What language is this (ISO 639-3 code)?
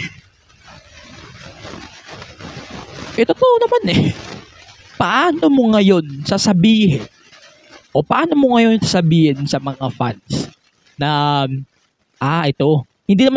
fil